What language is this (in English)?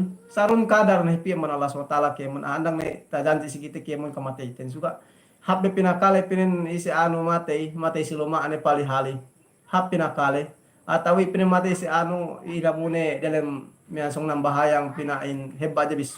Yakan